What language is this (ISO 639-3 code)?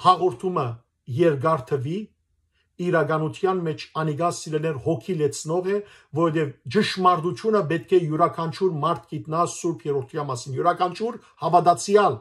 hyw